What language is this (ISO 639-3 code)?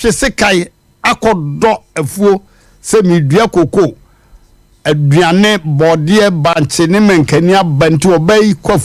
aka